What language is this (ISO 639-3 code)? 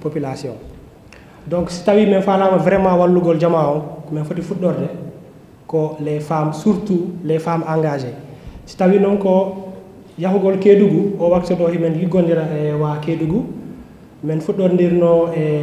ful